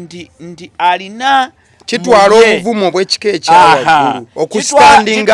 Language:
Ganda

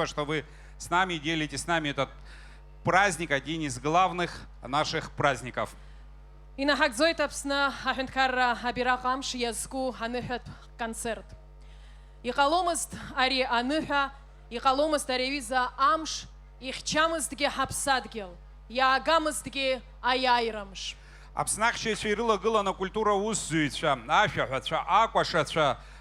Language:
Abkhazian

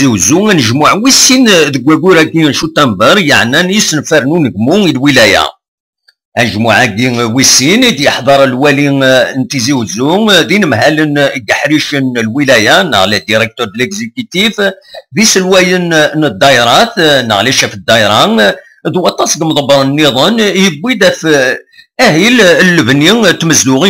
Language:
Kabyle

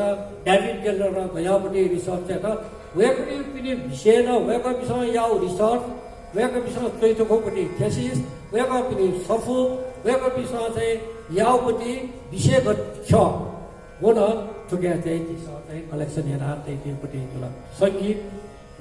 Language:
Newari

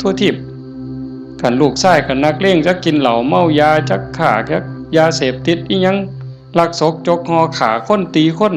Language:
Northeastern Thai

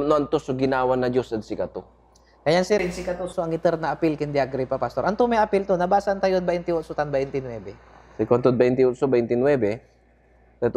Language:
Pangasinan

